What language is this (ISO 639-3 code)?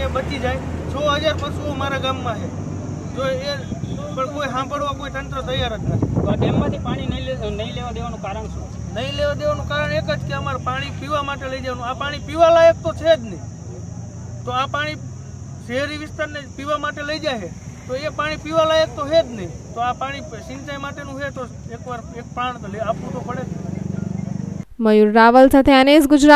guj